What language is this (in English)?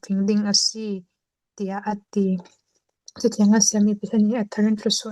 Falam Chin